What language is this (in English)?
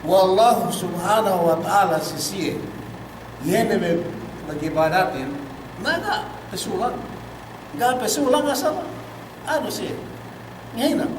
Yakan